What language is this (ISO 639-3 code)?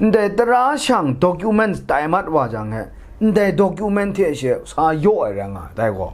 kac